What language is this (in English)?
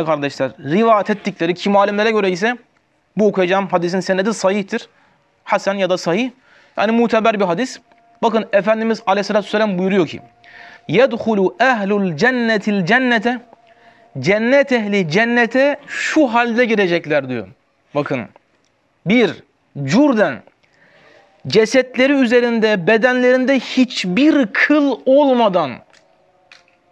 Turkish